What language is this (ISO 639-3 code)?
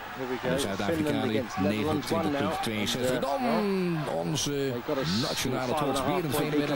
nld